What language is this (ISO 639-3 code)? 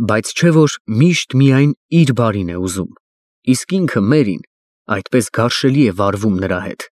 hye